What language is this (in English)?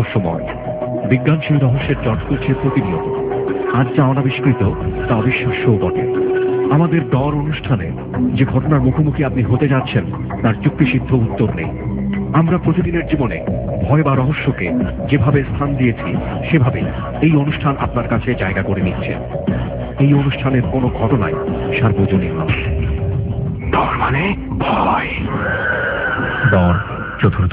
Bangla